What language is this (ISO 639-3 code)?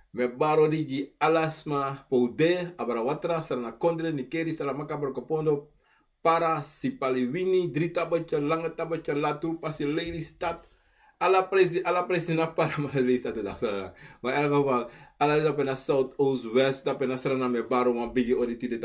srn